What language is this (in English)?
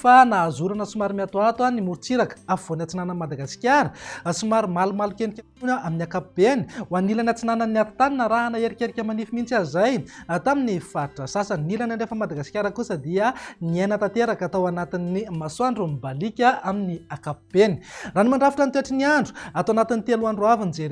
Malagasy